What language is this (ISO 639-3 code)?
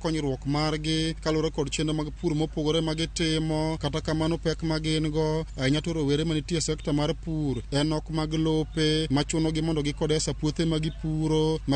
luo